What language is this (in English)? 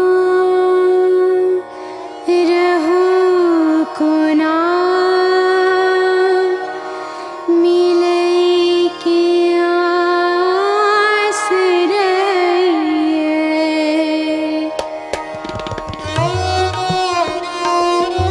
Maithili